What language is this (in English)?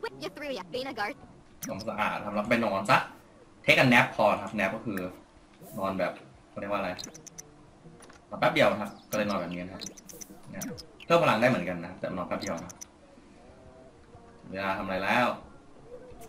Thai